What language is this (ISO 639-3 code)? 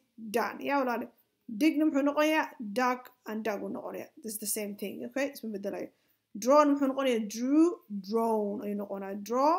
som